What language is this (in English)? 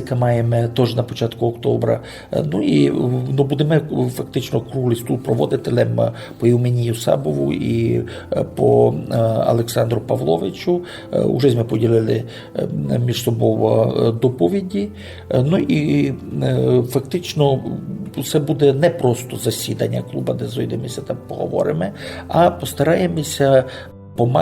Rusyn